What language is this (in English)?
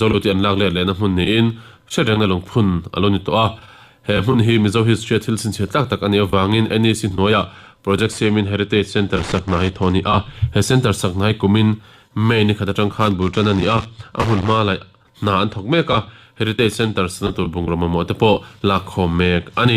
Mizo